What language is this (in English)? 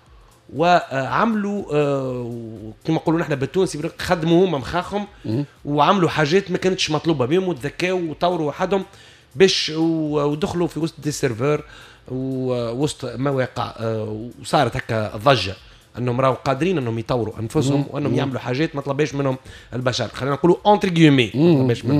Tunisian Arabic